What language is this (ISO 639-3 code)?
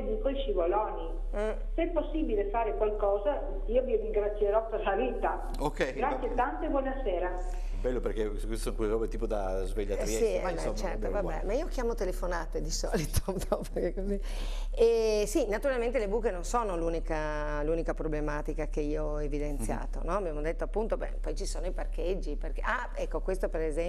ita